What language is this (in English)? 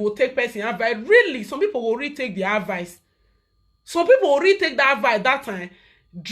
Nigerian Pidgin